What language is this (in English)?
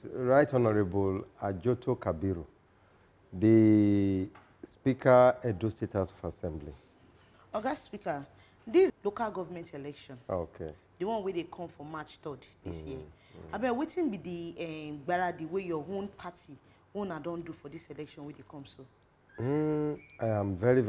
Nigerian Pidgin